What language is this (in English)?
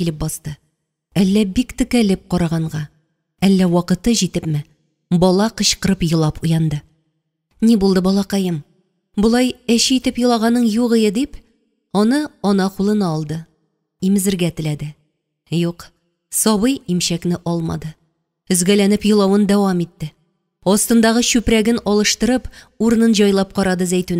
Tatar